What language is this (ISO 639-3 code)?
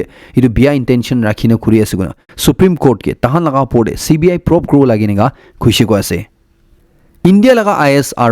nag